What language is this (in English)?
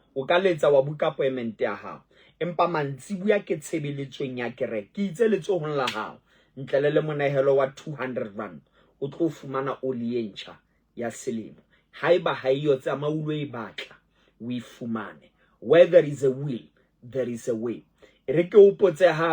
Southern Sotho